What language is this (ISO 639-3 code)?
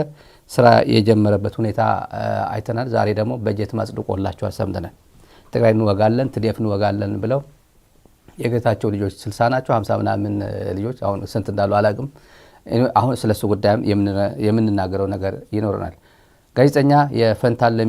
amh